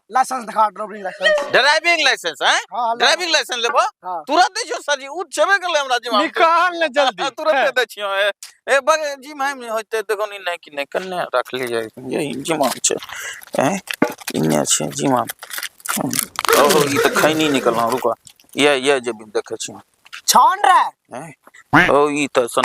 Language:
Angika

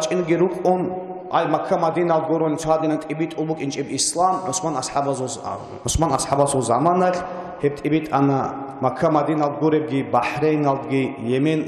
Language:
Avaric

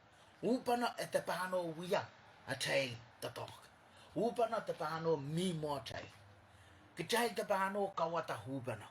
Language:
Pohnpeian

